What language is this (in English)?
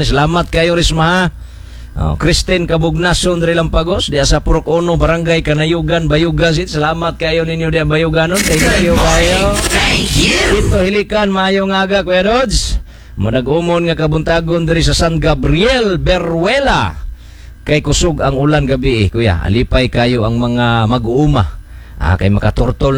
Cebuano